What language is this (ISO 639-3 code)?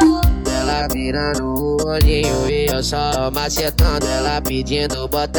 por